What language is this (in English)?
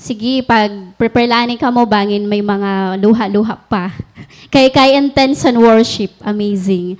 Waray